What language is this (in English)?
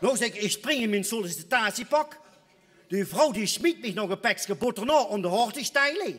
Limburgish